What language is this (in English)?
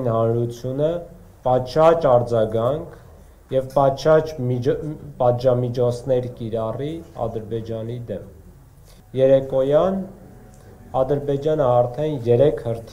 Armenian